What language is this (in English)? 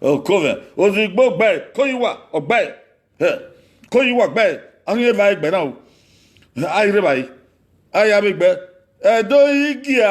Bini